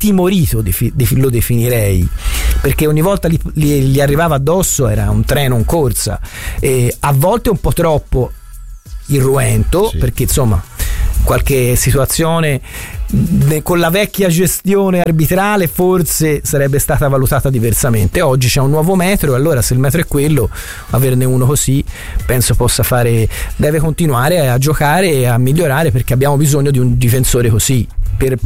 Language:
Italian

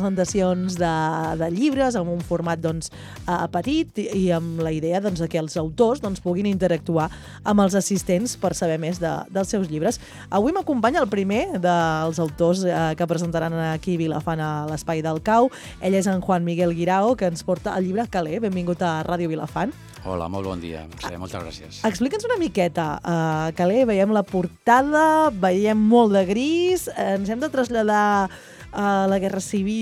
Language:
Catalan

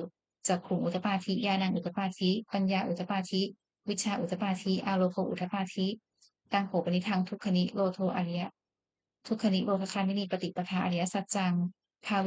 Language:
Pali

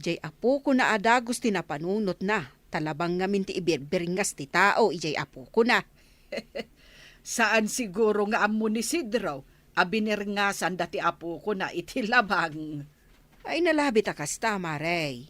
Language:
Iloko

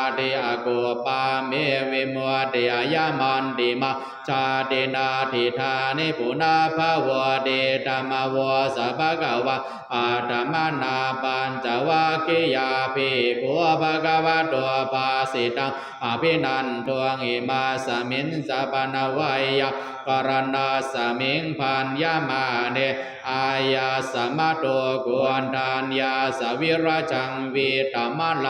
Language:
Pali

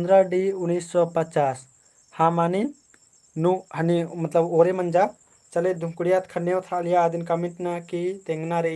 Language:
Kurukh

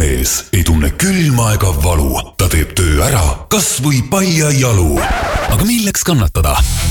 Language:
Estonian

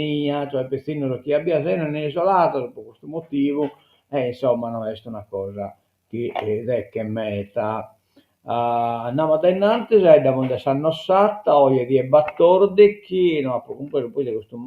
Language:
Sardinian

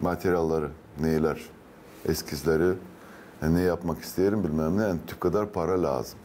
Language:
Gagauz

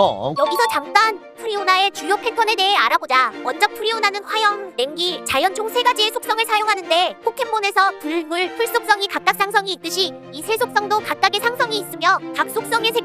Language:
Korean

